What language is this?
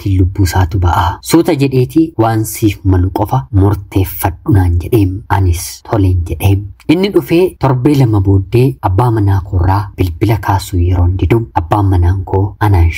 Oromo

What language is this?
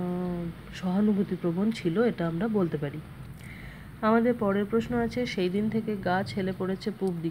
Bangla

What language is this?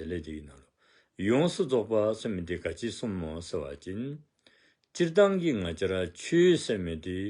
Dzongkha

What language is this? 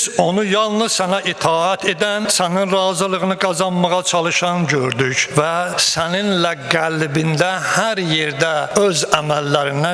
Azerbaijani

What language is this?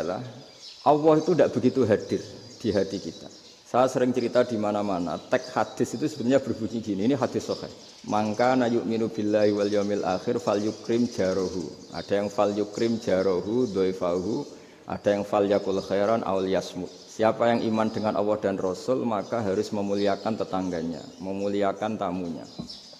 Indonesian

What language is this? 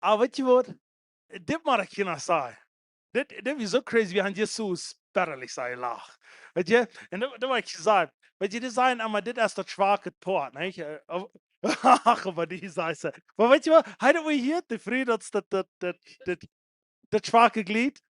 Plautdietsch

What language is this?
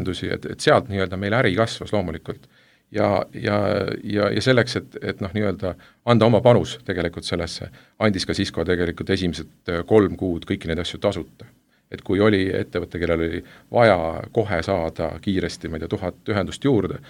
Estonian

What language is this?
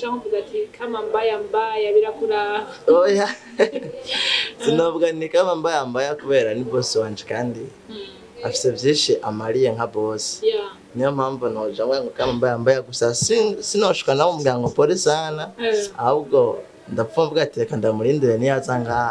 Rundi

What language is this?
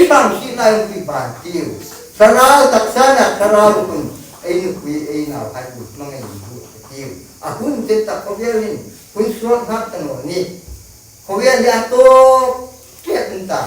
Hmar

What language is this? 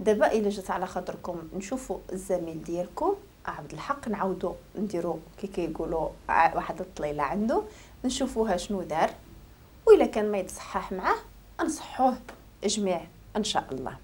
Moroccan Arabic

